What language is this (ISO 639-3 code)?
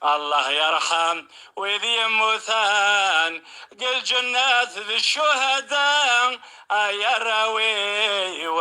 kab